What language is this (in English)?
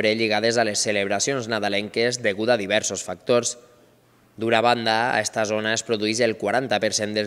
Catalan